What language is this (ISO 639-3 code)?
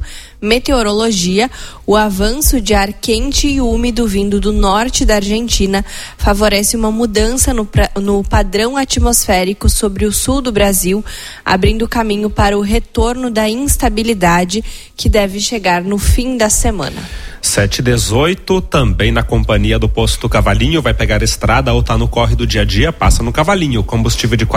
por